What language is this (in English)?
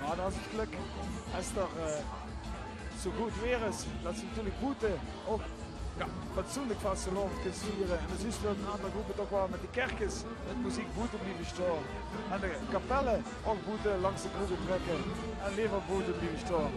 Limburgish